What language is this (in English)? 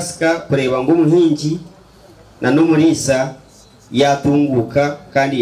Nyankole